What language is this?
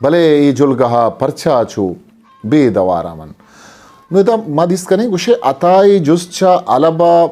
Eastern Balochi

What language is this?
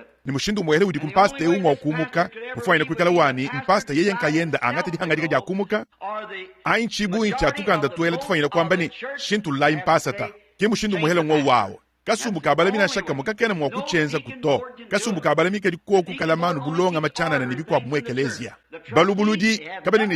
Luba-Lulua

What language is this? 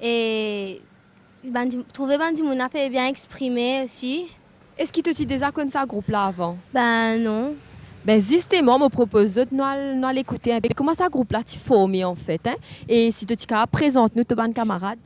Morisyen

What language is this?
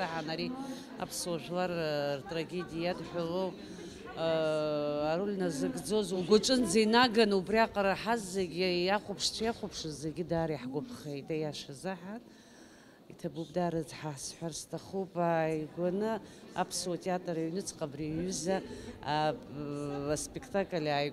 Abkhazian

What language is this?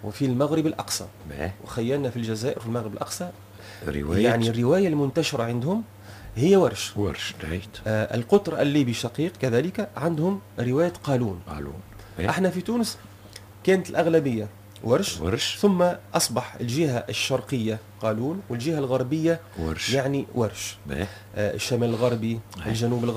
Tunisian Arabic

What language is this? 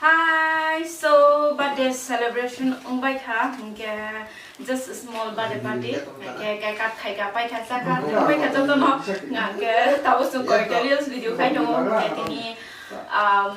Kok Borok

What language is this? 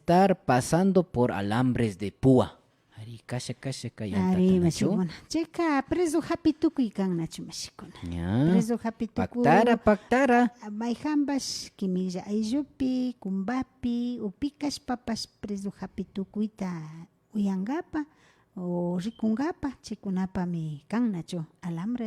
Imbabura Highland Quichua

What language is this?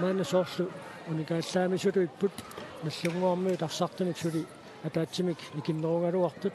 Kalaallisut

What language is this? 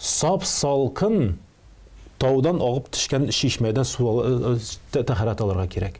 Tatar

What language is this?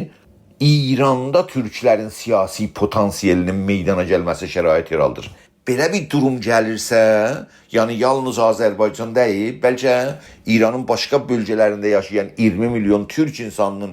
South Azerbaijani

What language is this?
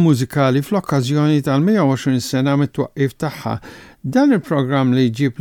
Maltese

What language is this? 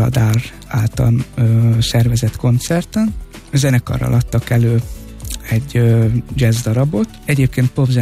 Hungarian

